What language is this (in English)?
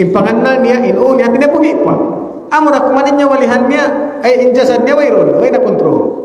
Tausug